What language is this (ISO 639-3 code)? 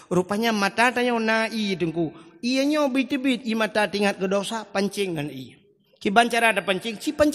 ace